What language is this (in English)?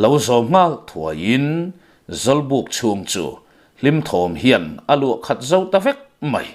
Mizo